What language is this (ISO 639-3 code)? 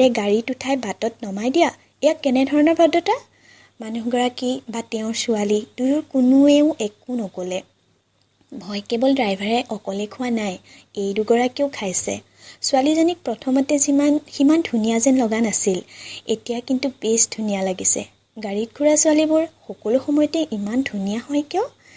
asm